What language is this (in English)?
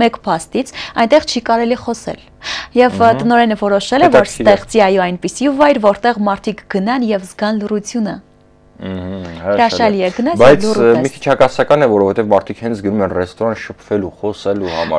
Armenian